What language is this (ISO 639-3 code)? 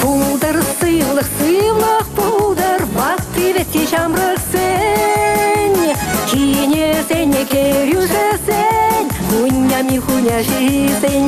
chv